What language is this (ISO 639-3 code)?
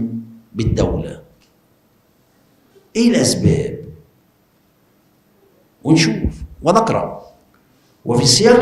arz